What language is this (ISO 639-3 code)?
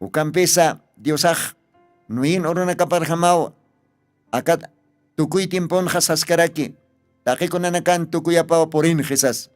aym